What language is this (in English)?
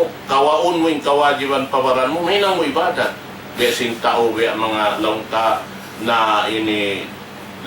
Tausug